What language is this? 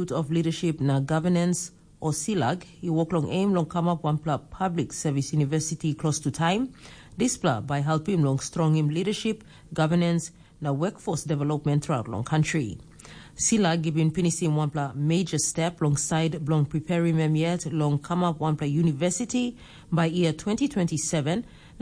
Tok Pisin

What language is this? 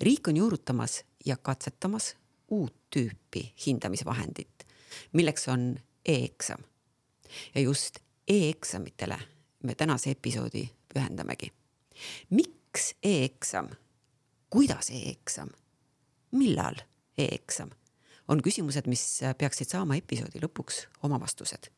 Estonian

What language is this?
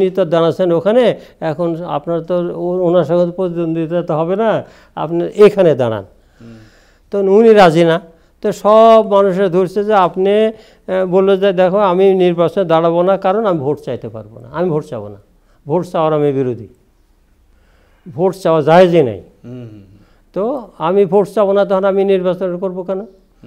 Bangla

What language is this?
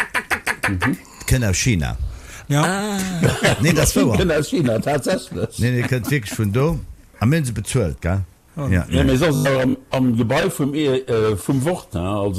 Luxembourgish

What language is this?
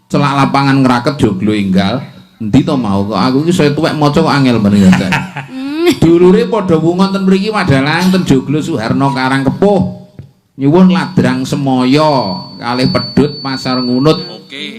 Javanese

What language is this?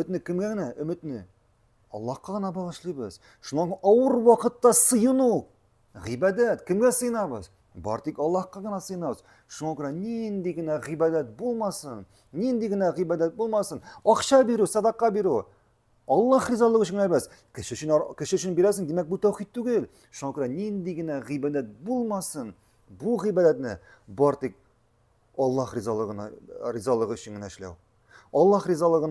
Tatar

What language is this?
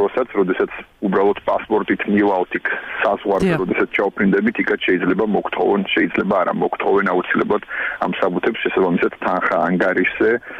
Georgian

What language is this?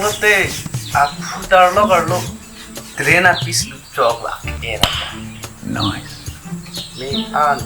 Karbi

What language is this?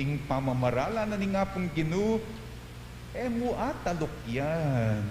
Pampanga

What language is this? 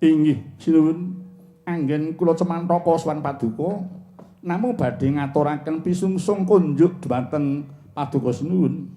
Javanese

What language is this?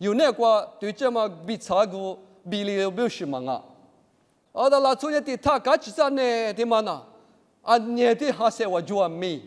Lisu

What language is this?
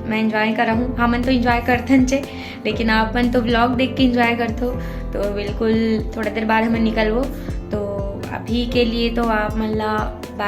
Chhattisgarhi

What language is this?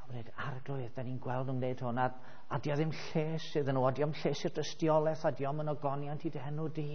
Welsh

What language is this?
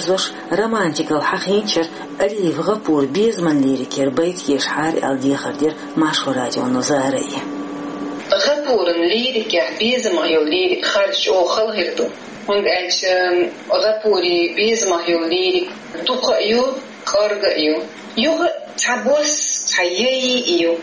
Chechen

